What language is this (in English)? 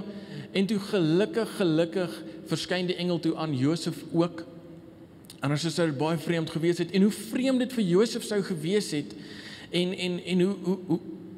Afrikaans